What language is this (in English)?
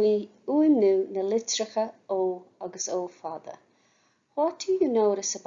Irish